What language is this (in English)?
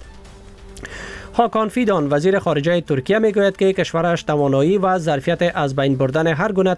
Persian